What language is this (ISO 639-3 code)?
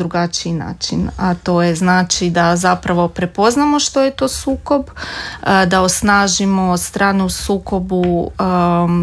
hrv